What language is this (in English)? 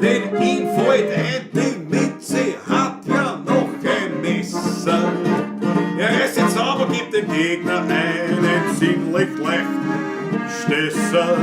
Bavarian